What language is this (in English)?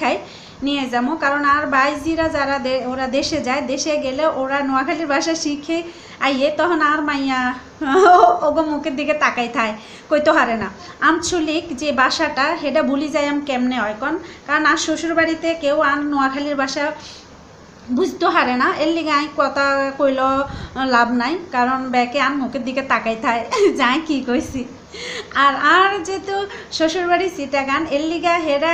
Bangla